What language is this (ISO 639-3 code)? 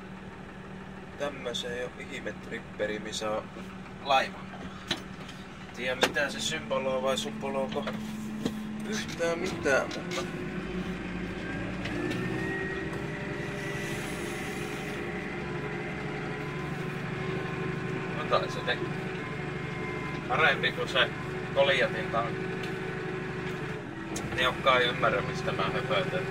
fin